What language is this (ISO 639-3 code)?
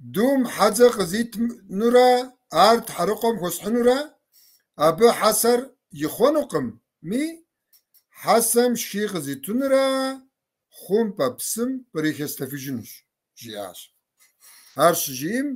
kbd